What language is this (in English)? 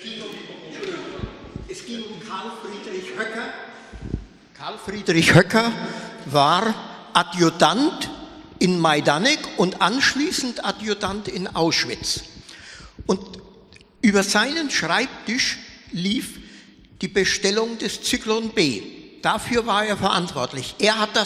German